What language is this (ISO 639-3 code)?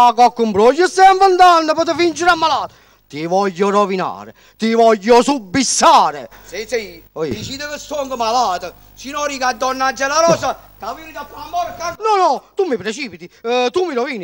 nap